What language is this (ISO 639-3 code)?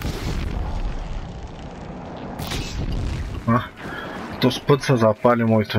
bul